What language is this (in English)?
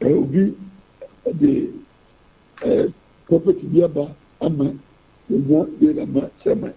Akan